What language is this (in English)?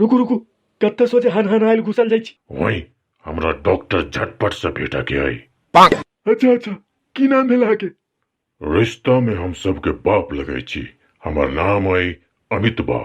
Maithili